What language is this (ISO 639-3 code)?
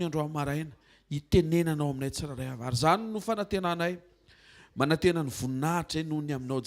mlg